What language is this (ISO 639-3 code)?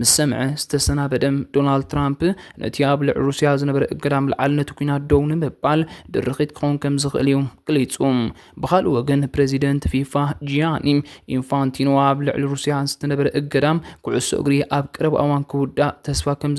tir